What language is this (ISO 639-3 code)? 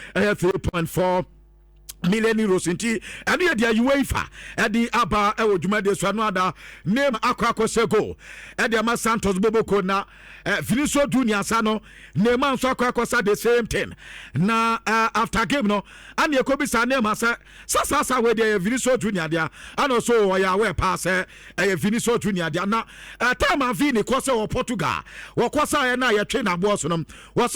aka